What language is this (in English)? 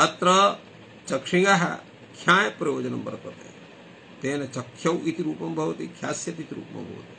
Sanskrit